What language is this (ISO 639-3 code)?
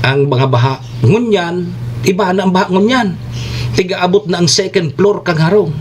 bik